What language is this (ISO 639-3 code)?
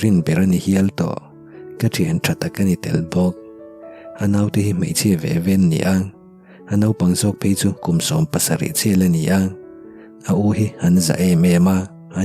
lus